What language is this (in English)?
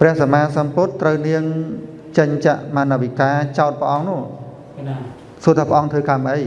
Khmer